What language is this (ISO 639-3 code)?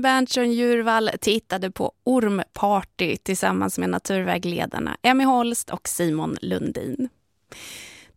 swe